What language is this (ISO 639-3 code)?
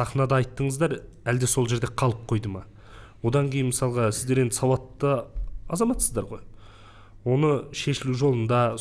kaz